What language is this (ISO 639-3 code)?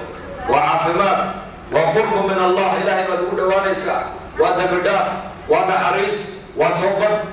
som